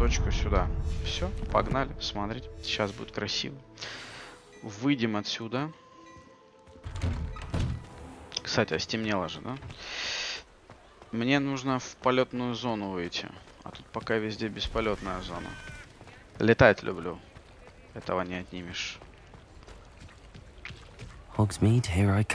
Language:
Russian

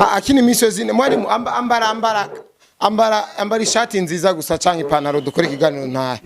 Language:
Rundi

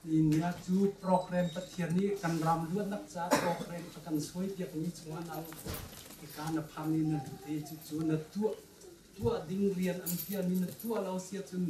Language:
Hakha Chin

